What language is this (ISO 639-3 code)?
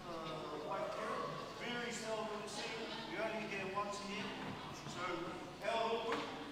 mri